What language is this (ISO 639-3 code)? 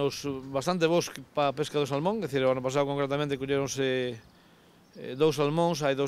glg